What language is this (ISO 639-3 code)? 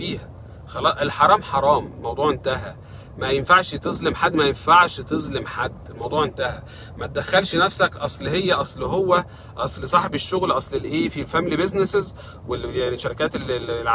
arz